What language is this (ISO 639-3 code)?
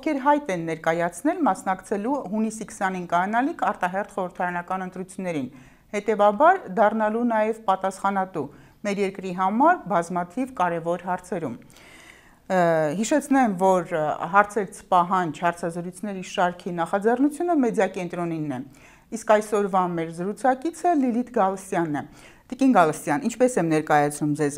hye